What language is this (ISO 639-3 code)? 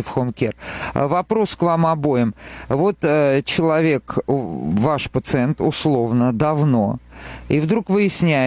rus